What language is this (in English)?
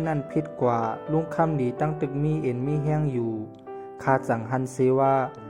Shan